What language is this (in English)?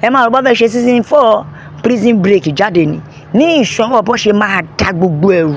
Yoruba